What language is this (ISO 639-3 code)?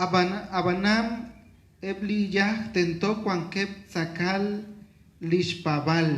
kek